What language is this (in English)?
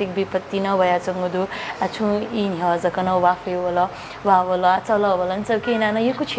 Newari